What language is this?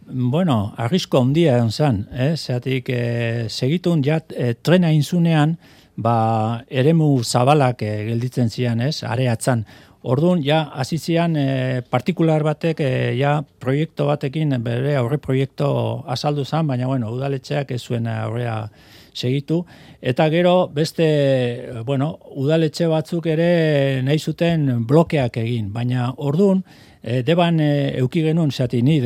Basque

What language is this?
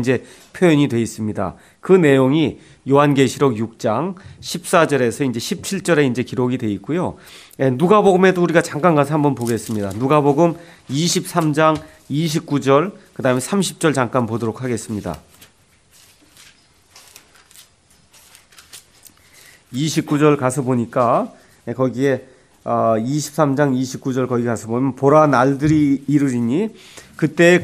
Korean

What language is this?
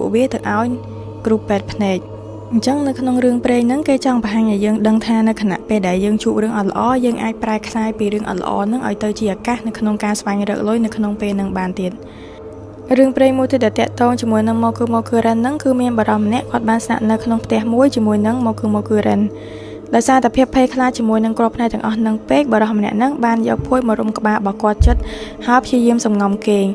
Khmer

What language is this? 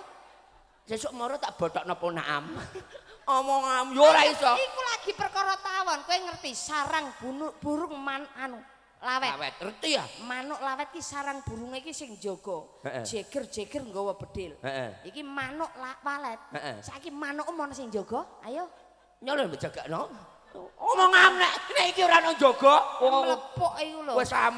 Javanese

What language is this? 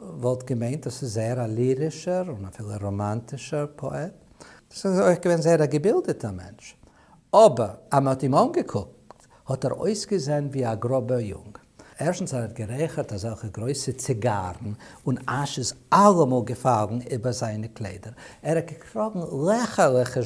Yiddish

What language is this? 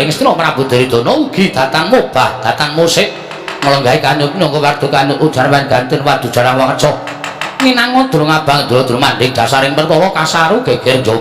Javanese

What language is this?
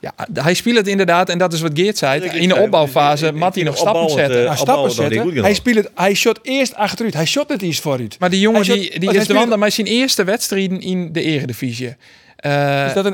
Western Frisian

